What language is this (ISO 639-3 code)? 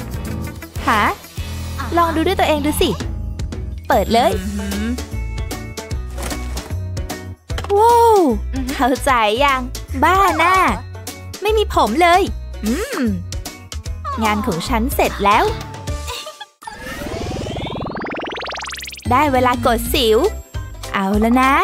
tha